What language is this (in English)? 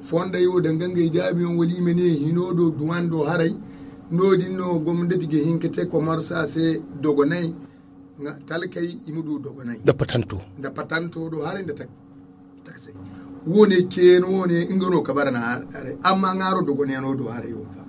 Zarma